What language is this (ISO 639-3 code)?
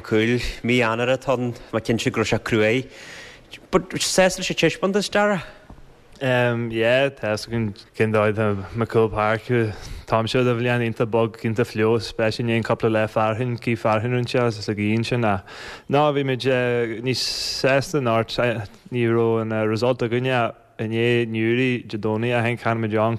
gle